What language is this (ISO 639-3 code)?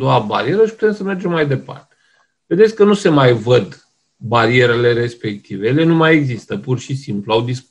ron